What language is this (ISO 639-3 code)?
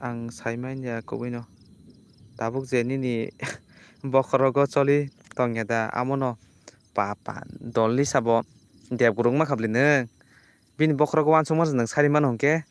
trp